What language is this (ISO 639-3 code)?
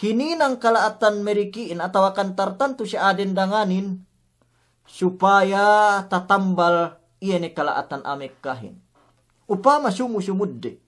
yka